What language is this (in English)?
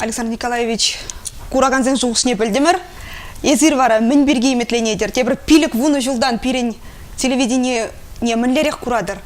Chuvash